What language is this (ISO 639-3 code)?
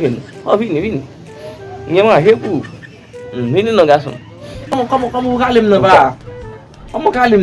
hat